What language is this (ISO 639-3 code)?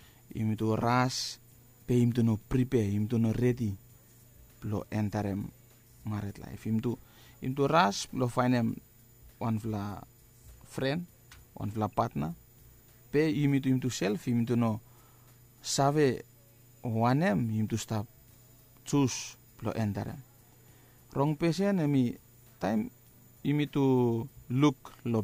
bis